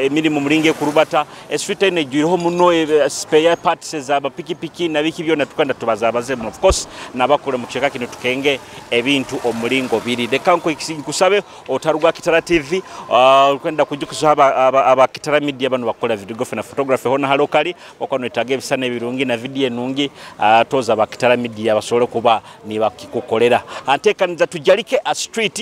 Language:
Nyoro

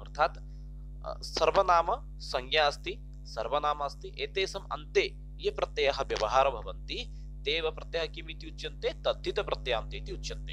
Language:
Sanskrit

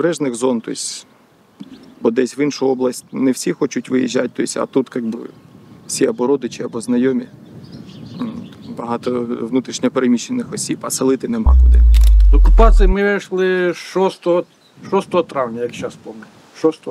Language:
Ukrainian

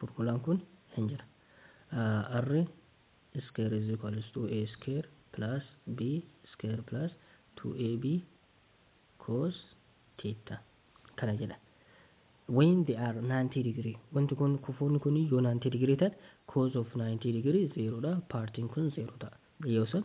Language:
Oromo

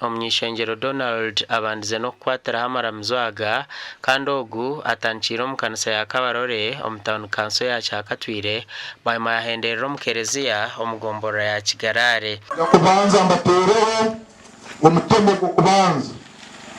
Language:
Nyankole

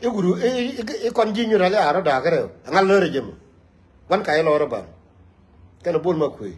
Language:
Nuer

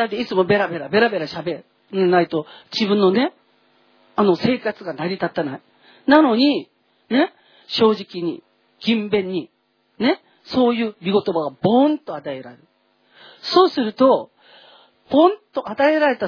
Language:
Japanese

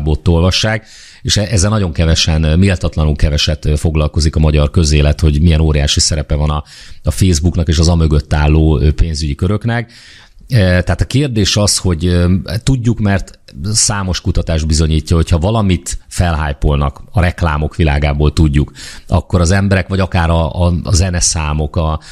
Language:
Hungarian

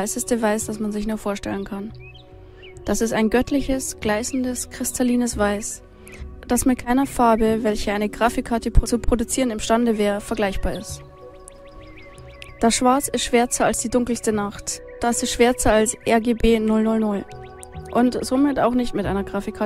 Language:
German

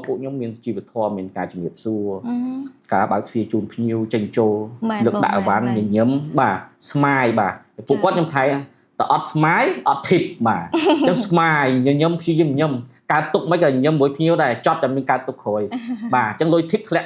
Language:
Khmer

